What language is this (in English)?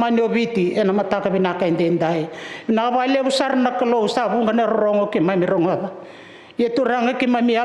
Fijian